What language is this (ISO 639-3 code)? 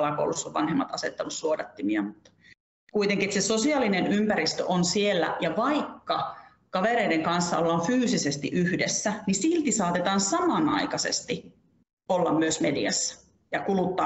fin